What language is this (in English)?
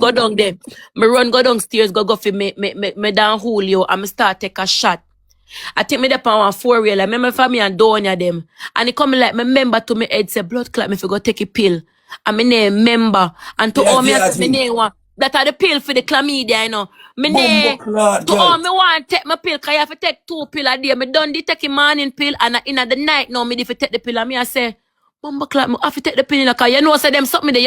Jamaican Creole English